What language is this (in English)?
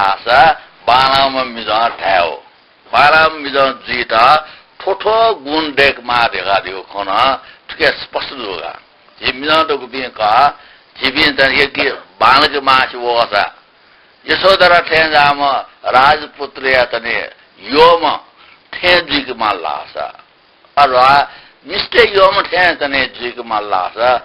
Newari